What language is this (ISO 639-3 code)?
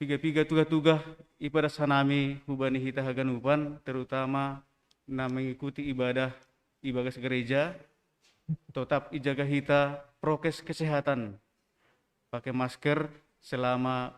bts